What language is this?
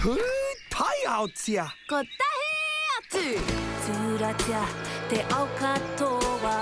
Māori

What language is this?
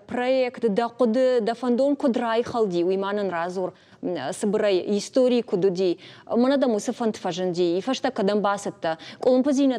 Ossetic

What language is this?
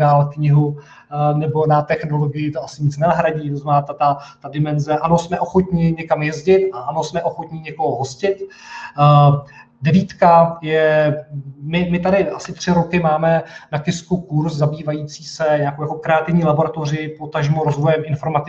Czech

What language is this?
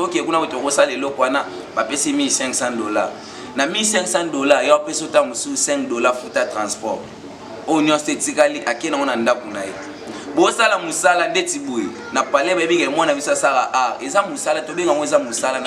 Lingala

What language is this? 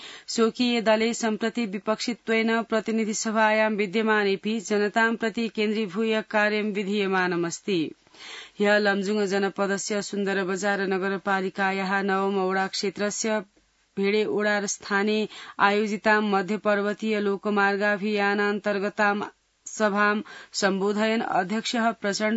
Sanskrit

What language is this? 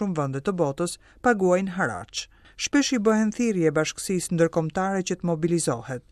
Albanian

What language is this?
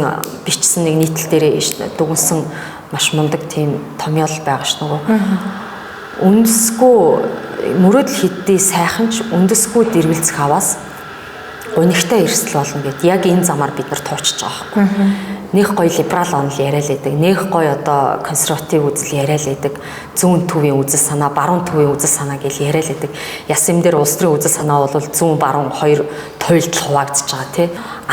Mongolian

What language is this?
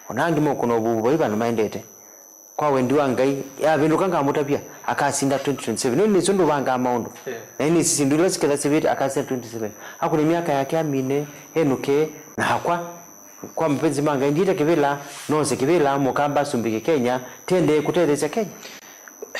Kamba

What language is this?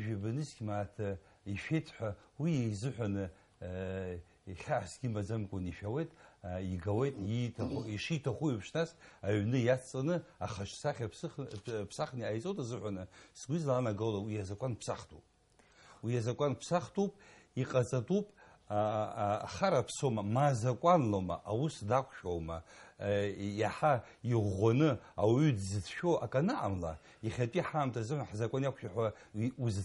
Abkhazian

